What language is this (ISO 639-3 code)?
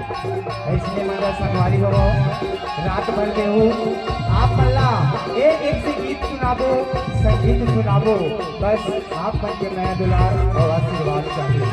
hne